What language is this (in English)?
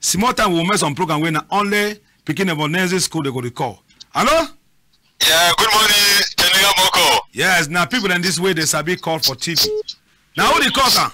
Cameroon Pidgin